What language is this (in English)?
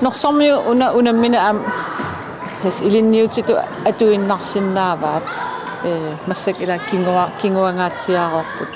Kalaallisut